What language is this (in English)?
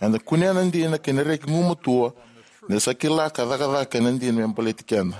Fijian